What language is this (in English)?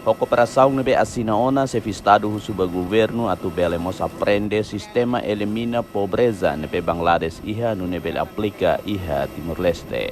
Tetum